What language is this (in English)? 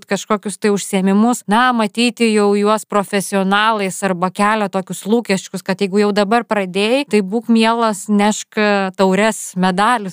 Lithuanian